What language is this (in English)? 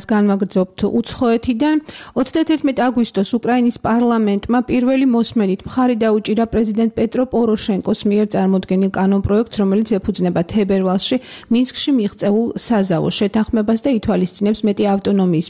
Georgian